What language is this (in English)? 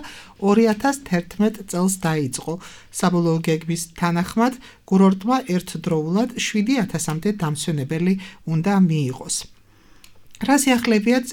Georgian